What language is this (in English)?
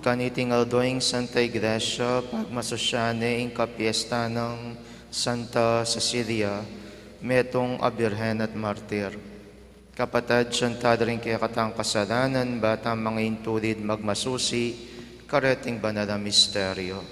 Pampanga